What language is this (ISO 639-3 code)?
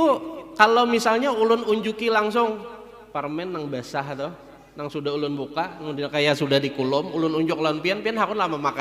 bjn